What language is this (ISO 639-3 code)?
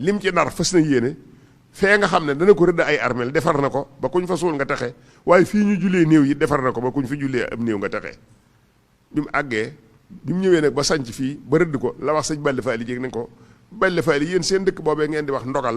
wol